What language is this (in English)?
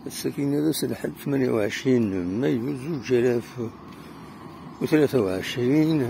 Kabyle